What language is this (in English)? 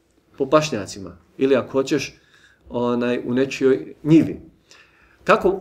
Bosnian